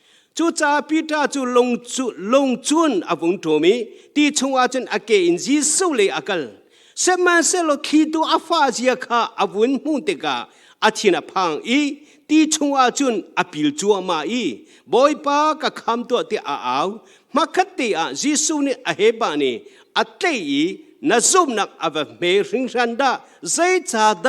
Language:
Hakha Chin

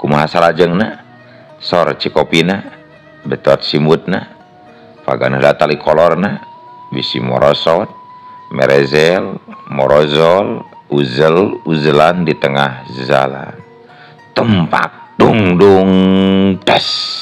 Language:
Sundanese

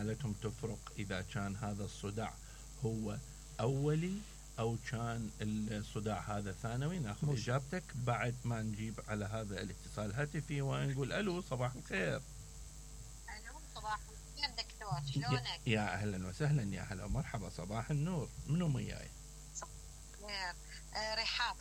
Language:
Mesopotamian Arabic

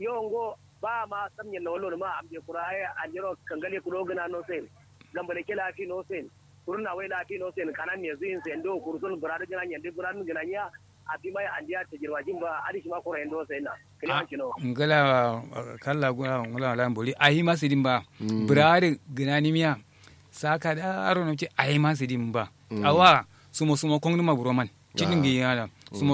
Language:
Kanuri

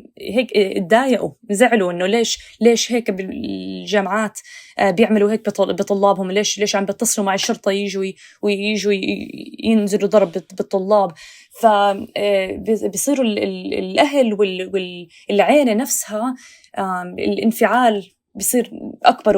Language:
North Levantine Arabic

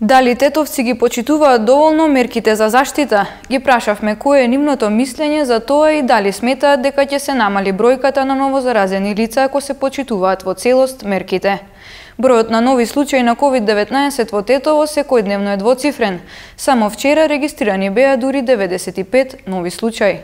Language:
Macedonian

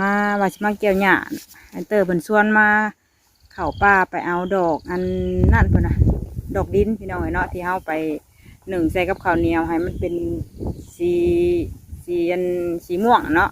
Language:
Northeastern Thai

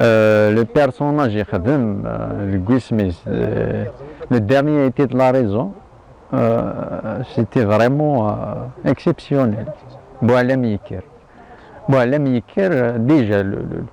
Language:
Kabyle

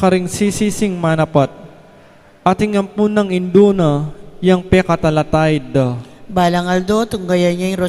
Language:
Pampanga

